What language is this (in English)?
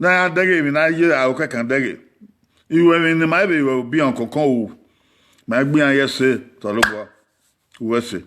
Bini